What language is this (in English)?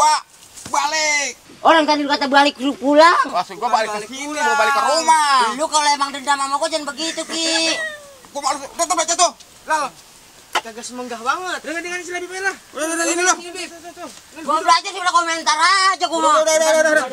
Betawi